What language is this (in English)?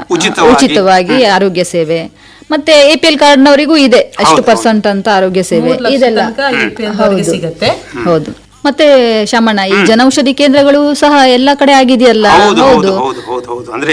Kannada